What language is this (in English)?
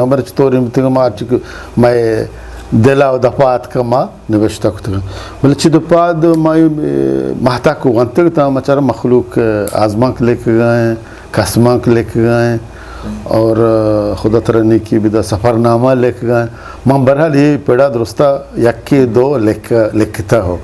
Eastern Balochi